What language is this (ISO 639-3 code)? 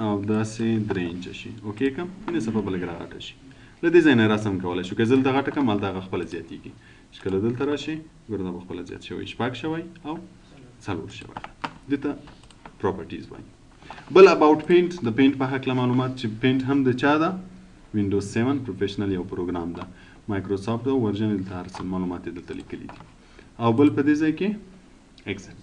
pus